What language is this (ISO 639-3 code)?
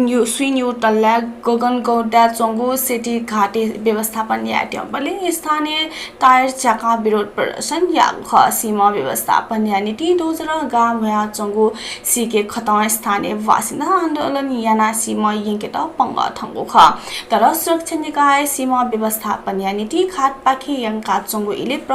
new